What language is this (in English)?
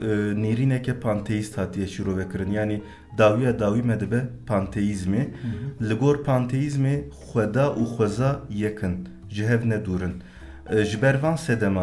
Kurdish